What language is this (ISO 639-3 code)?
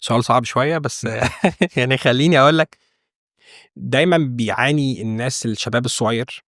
arz